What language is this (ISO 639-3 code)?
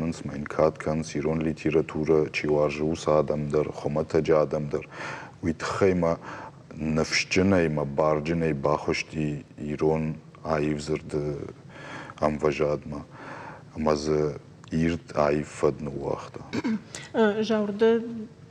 oss